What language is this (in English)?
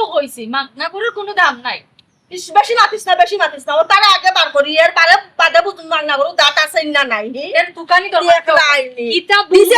Sylheti